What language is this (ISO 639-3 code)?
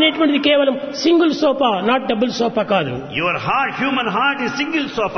tel